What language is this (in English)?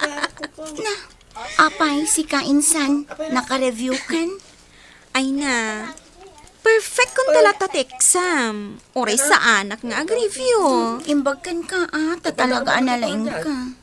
Iloko